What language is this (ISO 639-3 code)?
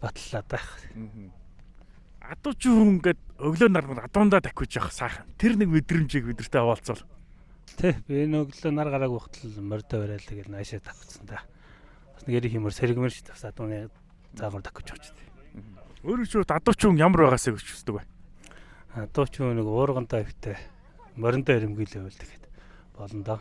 mon